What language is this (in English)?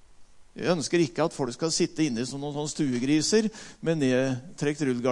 Norwegian